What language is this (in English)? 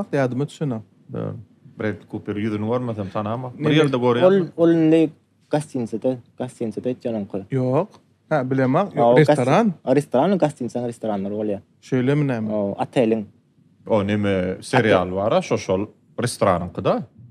Turkmen